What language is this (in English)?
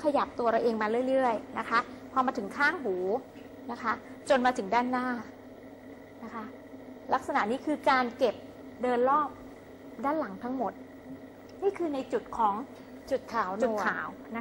Thai